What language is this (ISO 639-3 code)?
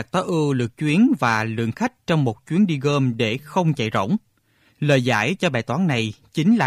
vie